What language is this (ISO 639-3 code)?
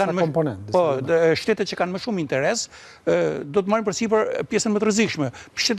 sqi